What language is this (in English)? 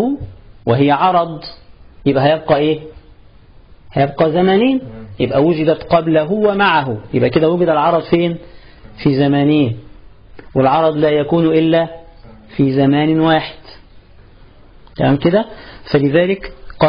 Egyptian Arabic